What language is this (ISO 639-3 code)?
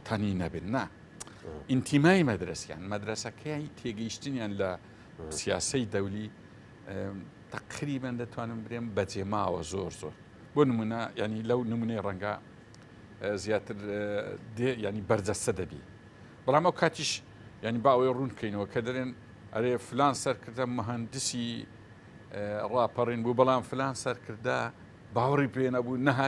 ckb